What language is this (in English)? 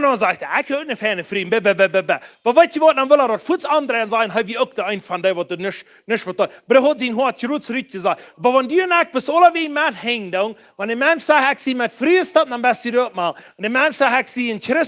Plautdietsch